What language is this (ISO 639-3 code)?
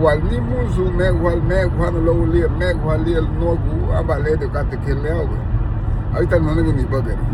cab